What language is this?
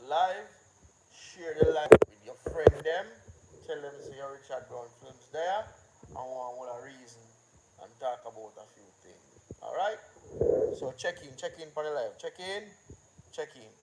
Jamaican Creole English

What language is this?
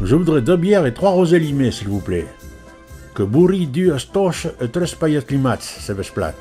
Occitan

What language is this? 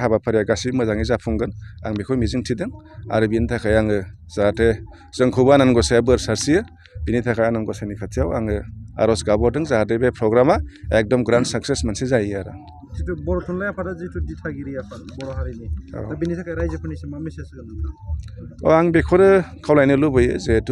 Bodo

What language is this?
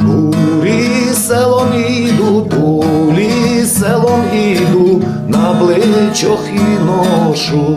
Rusyn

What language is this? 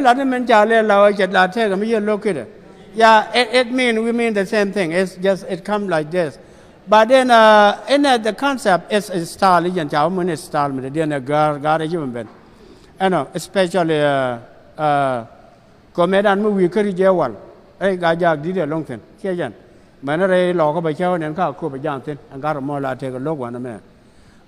Nuer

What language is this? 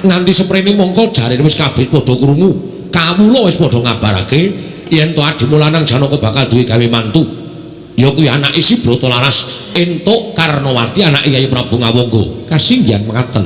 Javanese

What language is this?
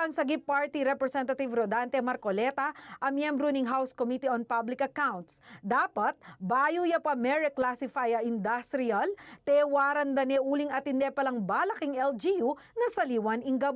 Pampanga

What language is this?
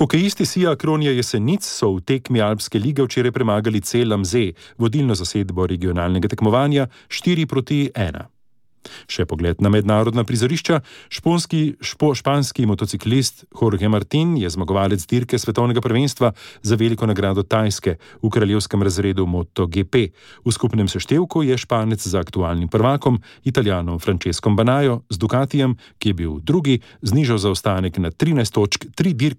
Slovenian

